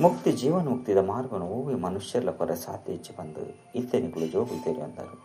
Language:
Tulu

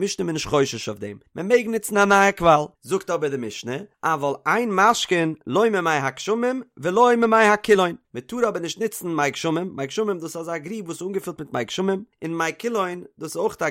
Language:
Yiddish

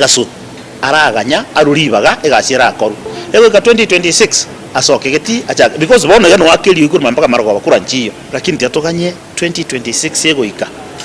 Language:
Gusii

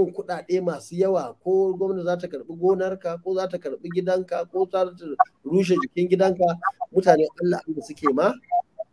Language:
Hausa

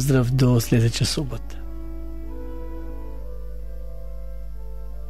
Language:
Croatian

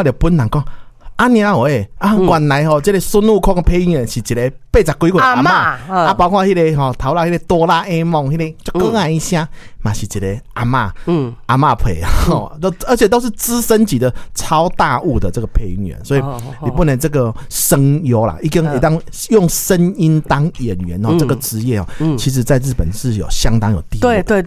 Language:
Min Nan Chinese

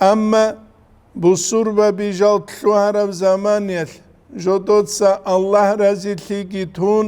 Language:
Avaric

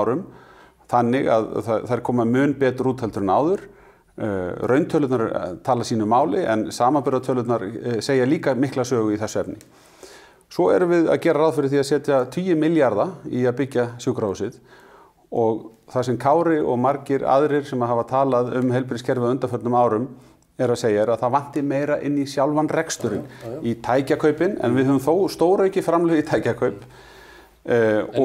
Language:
Icelandic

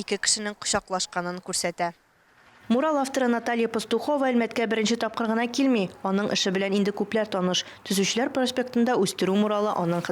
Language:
Tatar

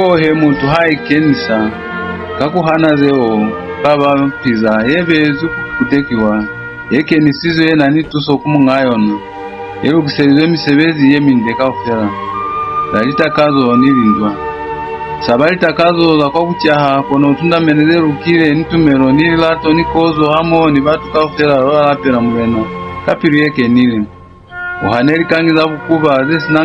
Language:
Lozi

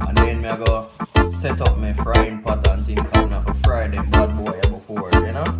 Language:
Jamaican Creole English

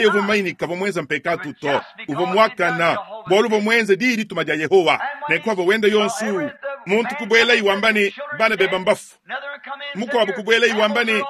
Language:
Luba-Lulua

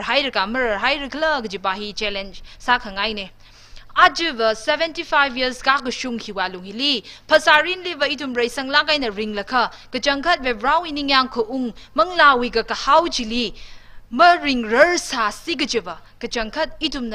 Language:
Tangkhul Naga (India)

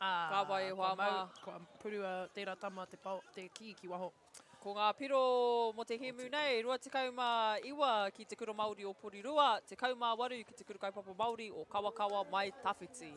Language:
Māori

